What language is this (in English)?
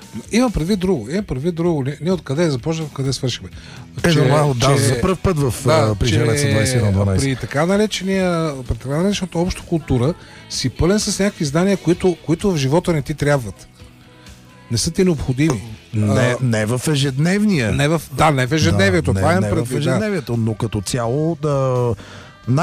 Bulgarian